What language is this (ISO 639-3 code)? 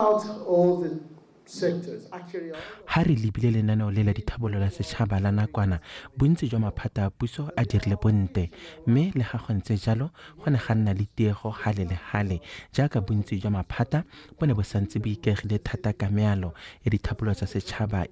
tsn